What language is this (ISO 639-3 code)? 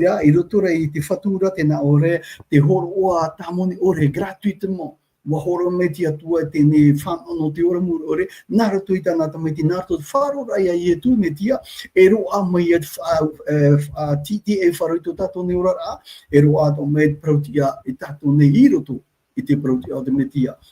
tah